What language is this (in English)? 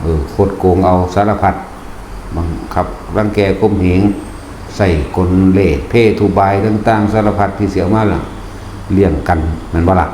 Northeastern Thai